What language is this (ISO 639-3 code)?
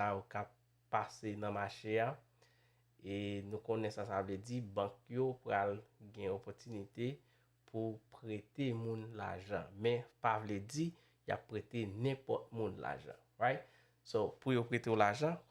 hat